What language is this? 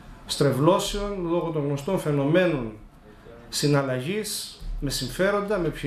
Greek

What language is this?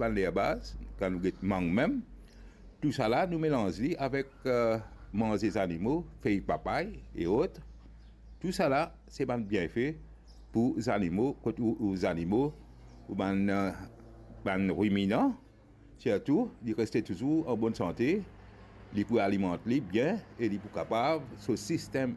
Morisyen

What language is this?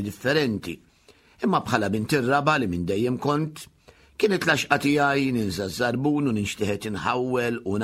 Maltese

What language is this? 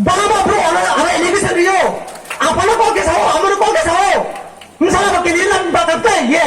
Riang (India)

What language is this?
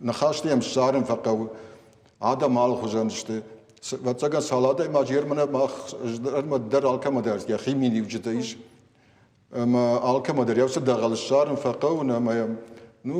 Ossetic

